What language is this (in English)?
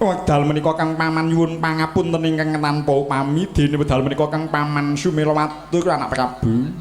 Javanese